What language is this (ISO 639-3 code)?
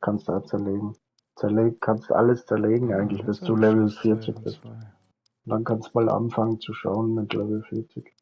bar